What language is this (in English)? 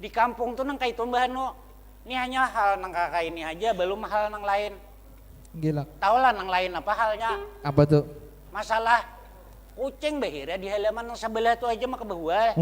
Banjar